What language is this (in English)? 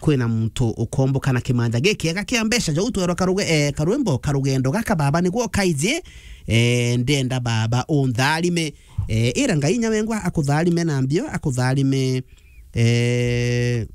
Meru